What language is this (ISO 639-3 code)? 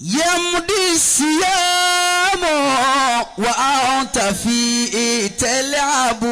yor